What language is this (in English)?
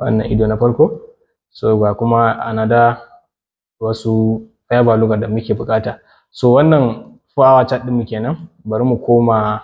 Hausa